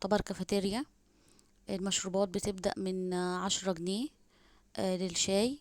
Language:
Egyptian Arabic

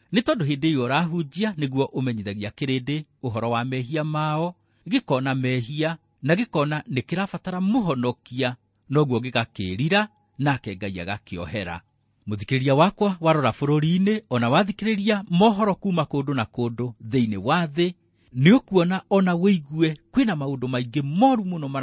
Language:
Kikuyu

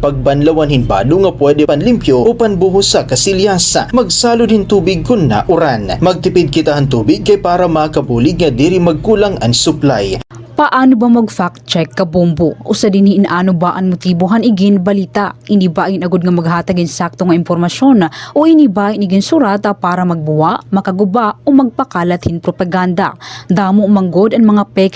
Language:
Waray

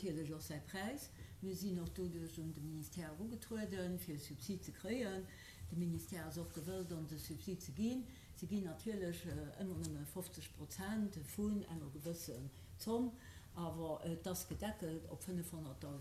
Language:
Luxembourgish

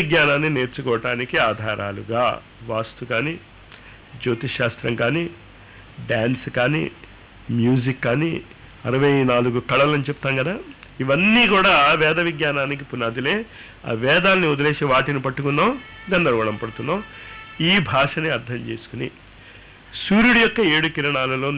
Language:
Telugu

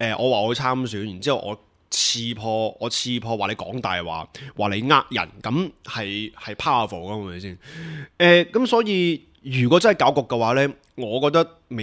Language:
Cantonese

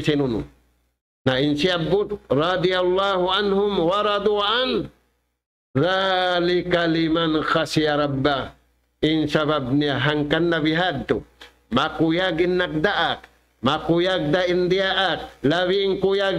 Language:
Tausug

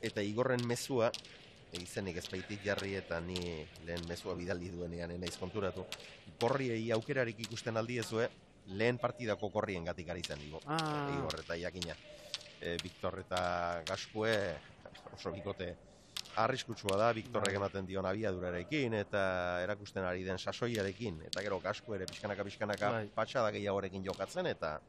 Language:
Basque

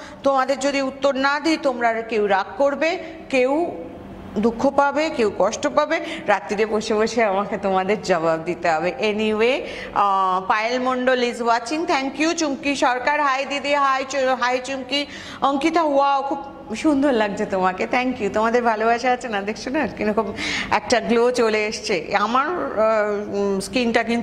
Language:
Bangla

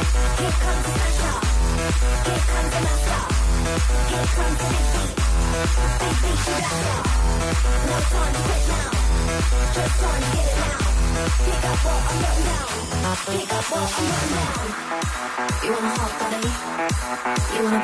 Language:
Danish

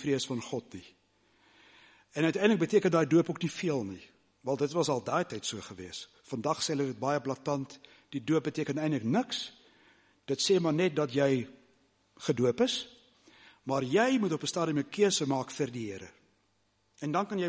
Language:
Afrikaans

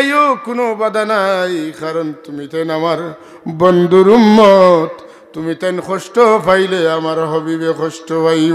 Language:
Sylheti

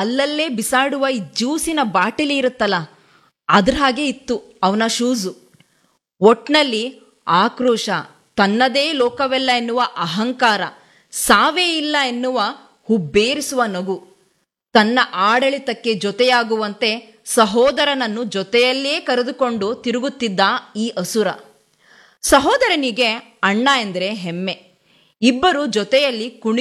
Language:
Kannada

